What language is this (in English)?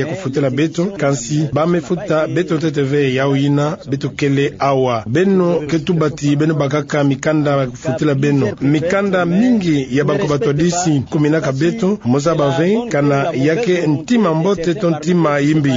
Kituba (Democratic Republic of Congo)